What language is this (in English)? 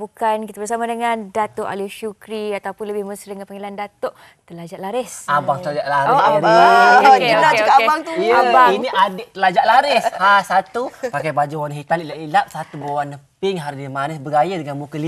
Malay